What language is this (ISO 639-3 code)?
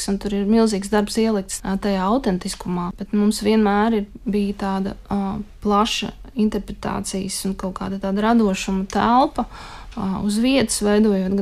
lav